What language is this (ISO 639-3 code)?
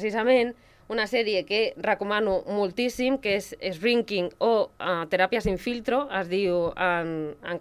cat